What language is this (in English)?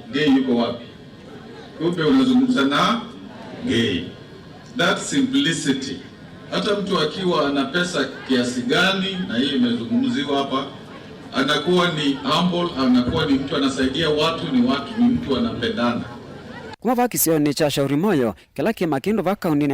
Kamba